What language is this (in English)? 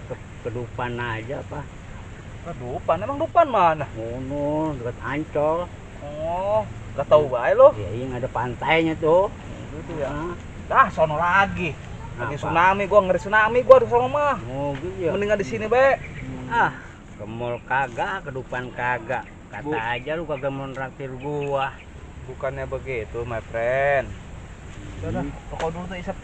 Betawi